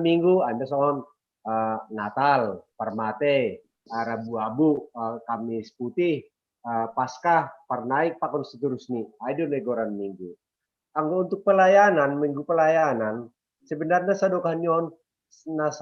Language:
Batak Simalungun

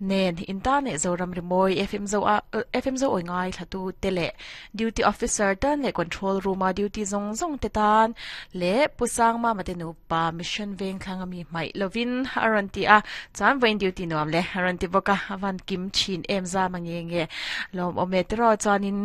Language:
Mizo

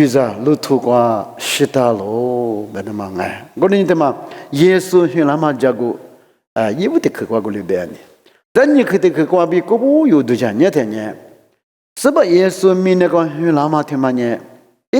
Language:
Lisu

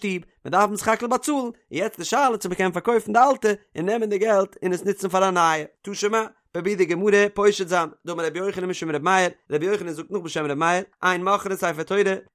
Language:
Yiddish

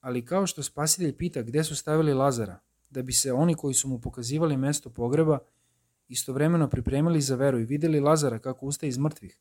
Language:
Serbian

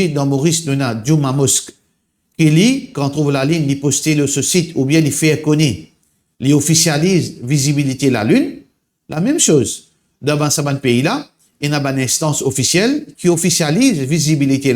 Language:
Morisyen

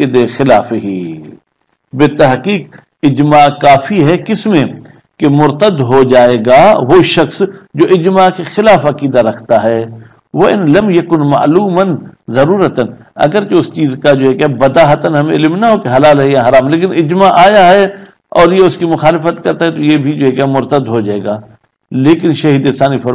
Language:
Urdu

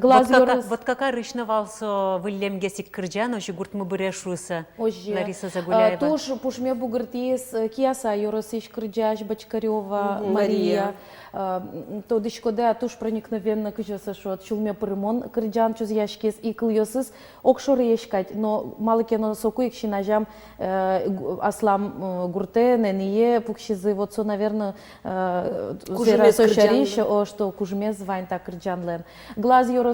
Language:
Udmurt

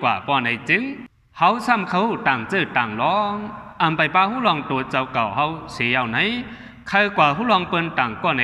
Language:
Shan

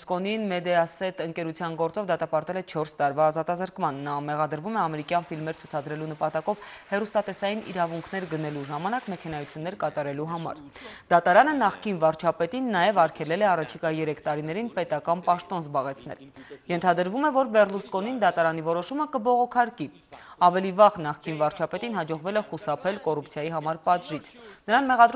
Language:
Armenian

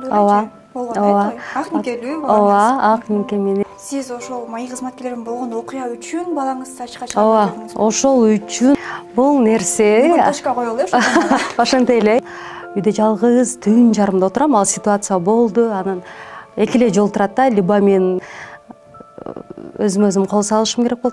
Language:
Kyrgyz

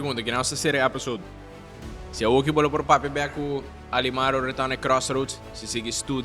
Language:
Papiamento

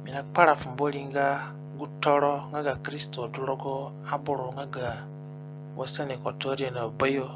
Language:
Zande (individual language)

